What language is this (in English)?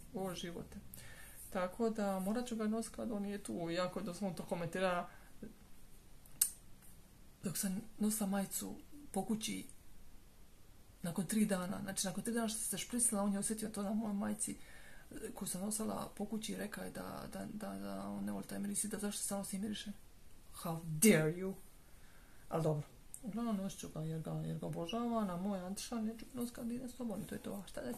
Croatian